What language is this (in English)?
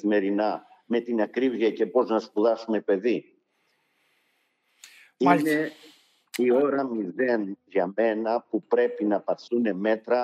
Greek